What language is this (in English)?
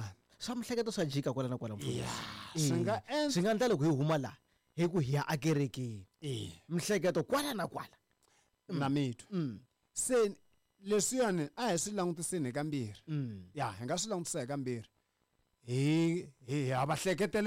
Tsonga